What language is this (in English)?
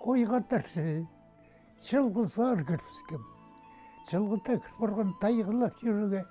Khakas